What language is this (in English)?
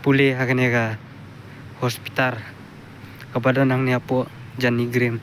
Khasi